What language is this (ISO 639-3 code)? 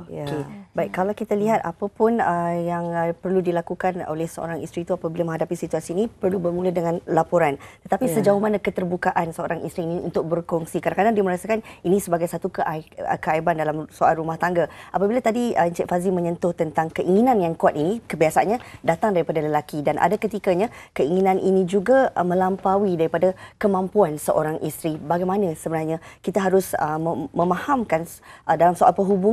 msa